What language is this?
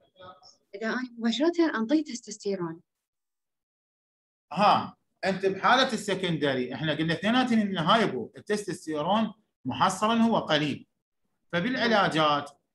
Mesopotamian Arabic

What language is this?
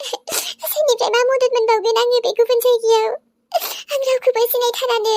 Bodo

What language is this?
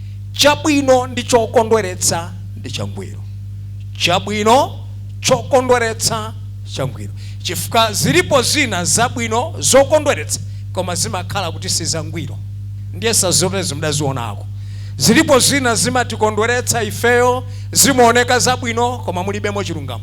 Nyanja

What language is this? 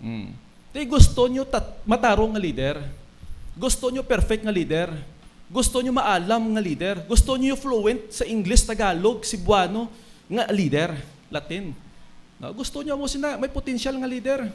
Hiligaynon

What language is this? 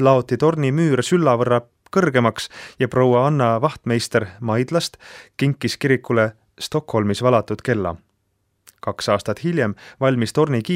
Estonian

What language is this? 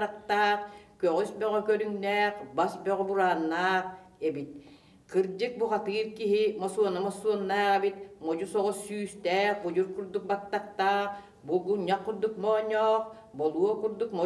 Yakut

